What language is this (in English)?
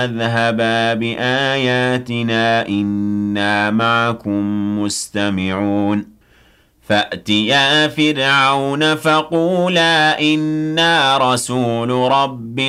Arabic